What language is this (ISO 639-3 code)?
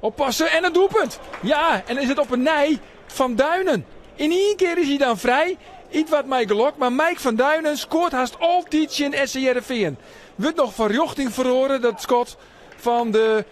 fry